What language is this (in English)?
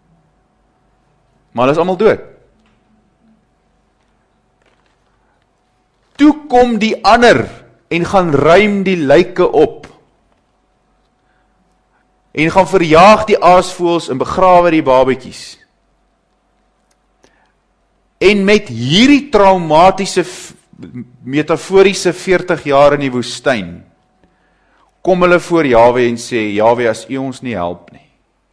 Afrikaans